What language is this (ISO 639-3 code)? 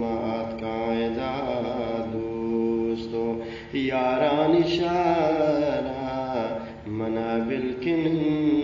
bgp